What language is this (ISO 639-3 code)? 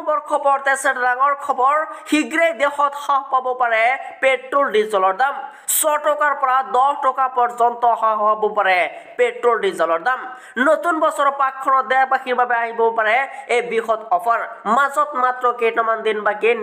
asm